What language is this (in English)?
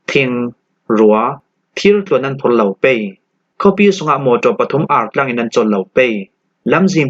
Falam Chin